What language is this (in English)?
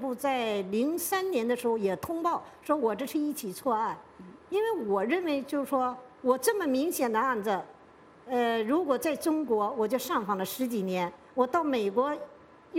Chinese